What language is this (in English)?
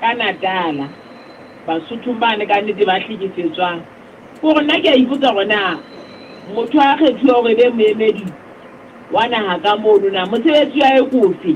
Southern Sotho